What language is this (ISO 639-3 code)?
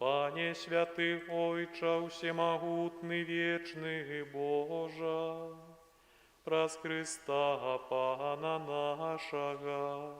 bel